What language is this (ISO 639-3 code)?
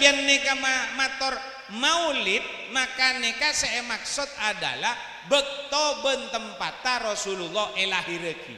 mad